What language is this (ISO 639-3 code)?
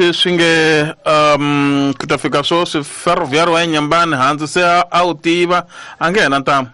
tso